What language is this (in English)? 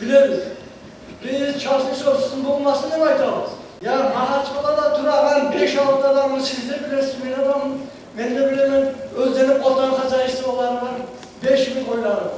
Kumyk